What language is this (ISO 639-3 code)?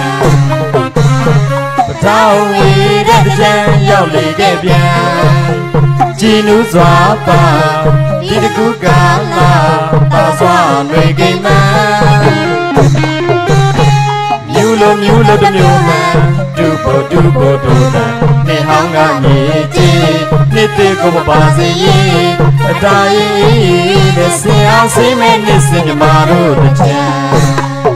mya